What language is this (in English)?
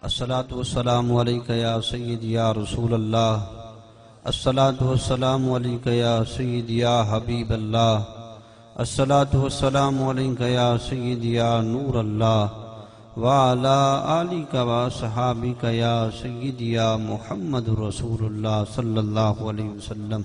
Saraiki